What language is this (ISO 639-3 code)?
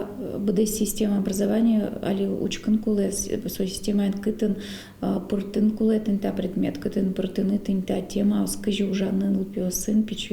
udm